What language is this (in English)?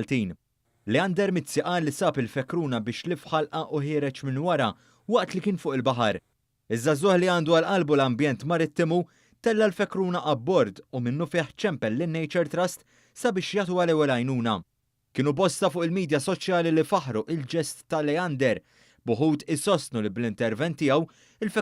Maltese